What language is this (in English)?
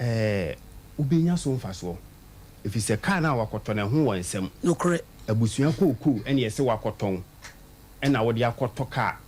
Akan